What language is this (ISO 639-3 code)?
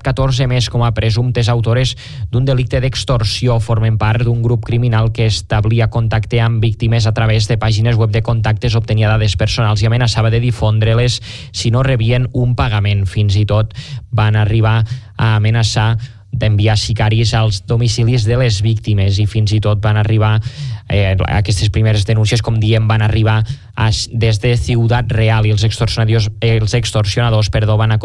cat